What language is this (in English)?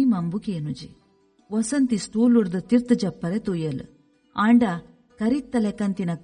Tulu